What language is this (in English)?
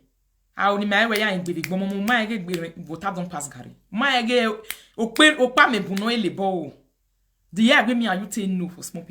Nigerian Pidgin